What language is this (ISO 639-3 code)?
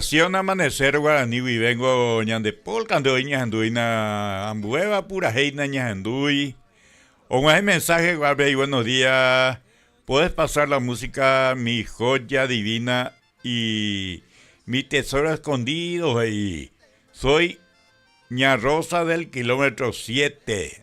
grn